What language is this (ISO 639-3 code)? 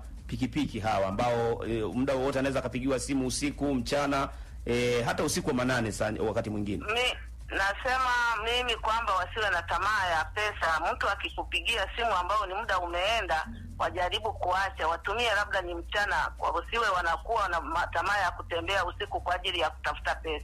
swa